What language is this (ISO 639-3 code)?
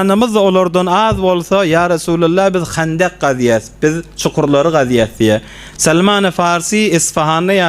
tuk